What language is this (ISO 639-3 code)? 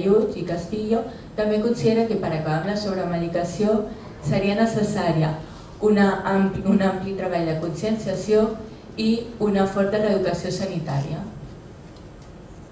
cat